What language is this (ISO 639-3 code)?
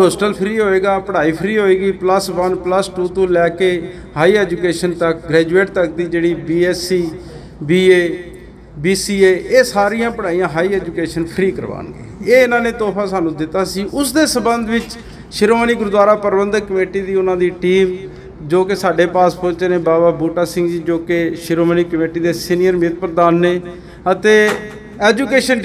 pan